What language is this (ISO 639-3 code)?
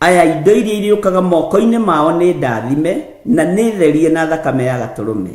kik